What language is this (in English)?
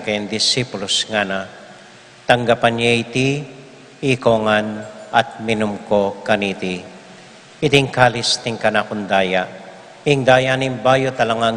Pampanga